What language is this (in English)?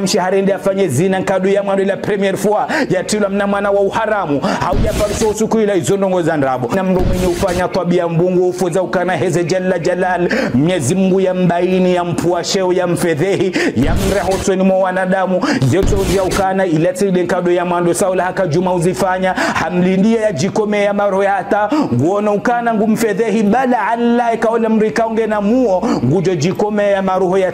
Ngazidja Comorian